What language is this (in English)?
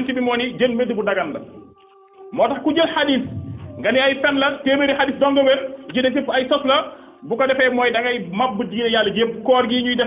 Wolof